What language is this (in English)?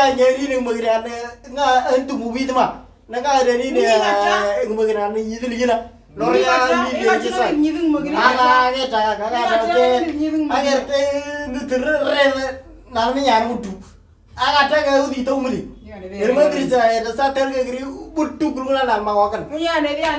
Moro